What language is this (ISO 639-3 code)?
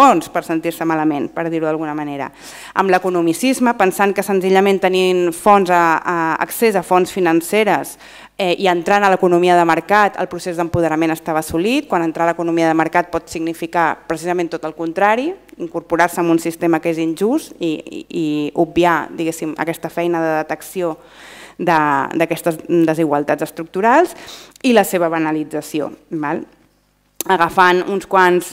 cat